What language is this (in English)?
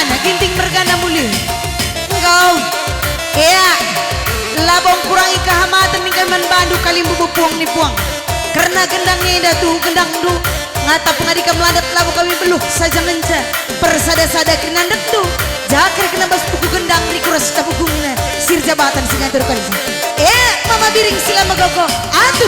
Batak Karo